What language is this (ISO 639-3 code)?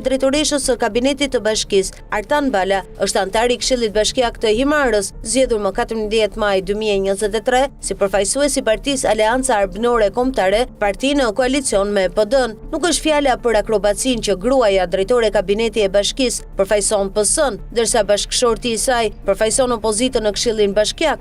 sqi